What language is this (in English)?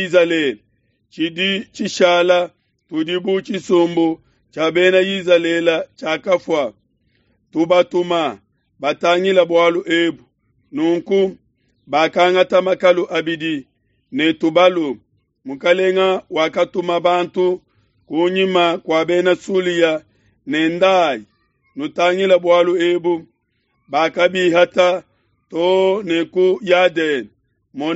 Luba-Lulua